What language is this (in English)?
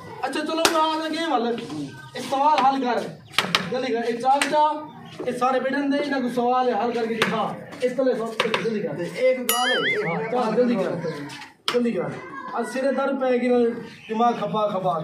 Saraiki